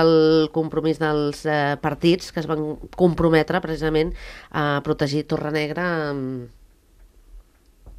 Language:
Catalan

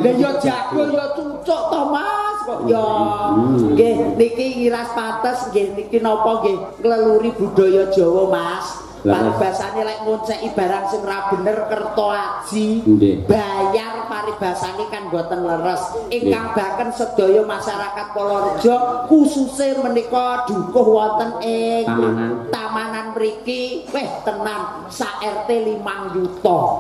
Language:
Javanese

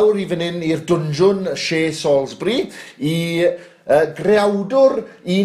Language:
Welsh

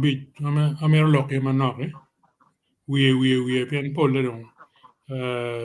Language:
Acoli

